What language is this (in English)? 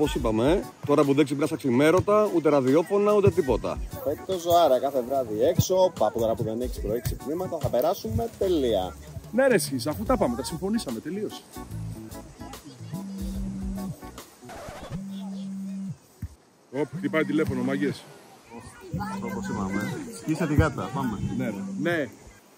Greek